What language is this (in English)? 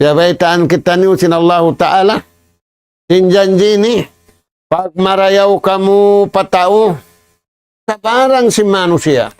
Tausug